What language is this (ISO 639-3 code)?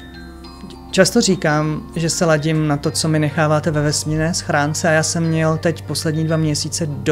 ces